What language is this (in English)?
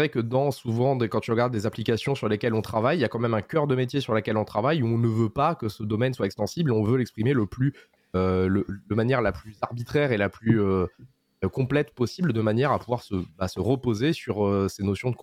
French